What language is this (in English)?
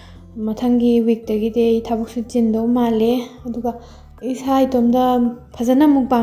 Manipuri